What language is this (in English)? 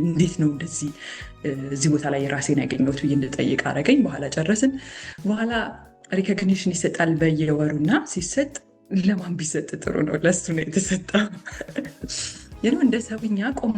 Amharic